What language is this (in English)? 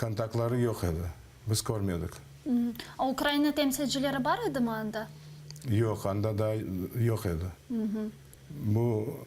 Crimean Tatar